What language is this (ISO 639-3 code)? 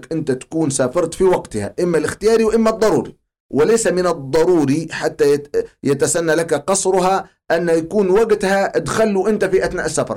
ara